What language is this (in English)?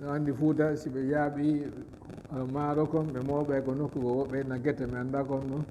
Fula